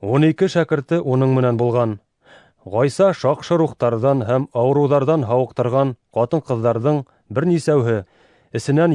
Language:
Bashkir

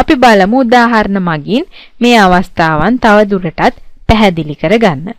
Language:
Sinhala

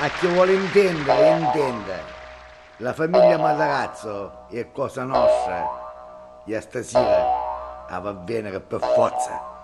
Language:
Neapolitan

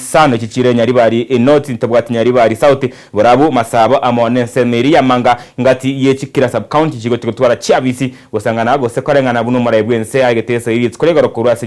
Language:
Gusii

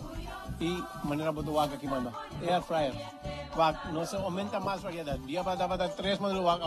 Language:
Papiamento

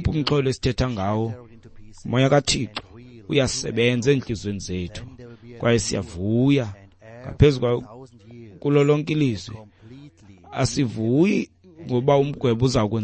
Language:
Xhosa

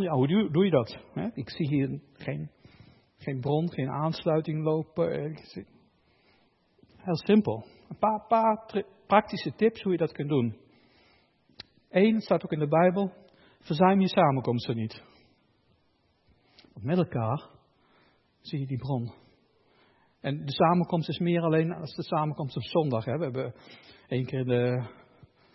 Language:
Dutch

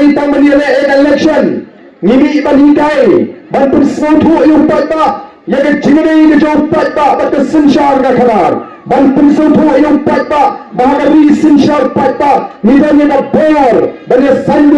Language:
Khasi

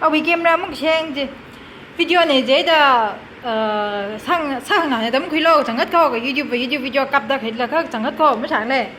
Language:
Tangkhul Naga (India)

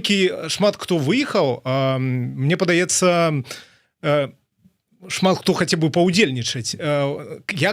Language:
Belarusian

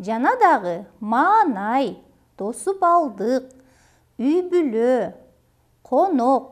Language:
Kyrgyz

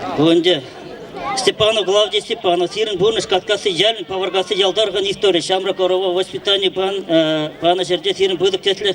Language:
Chuvash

